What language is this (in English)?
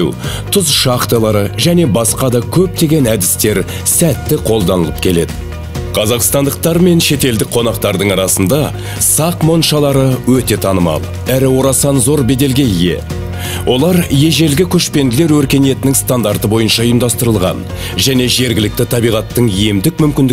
Kazakh